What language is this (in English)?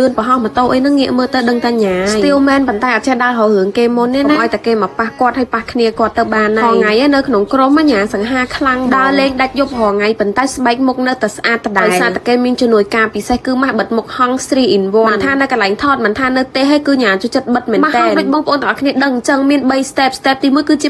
Khmer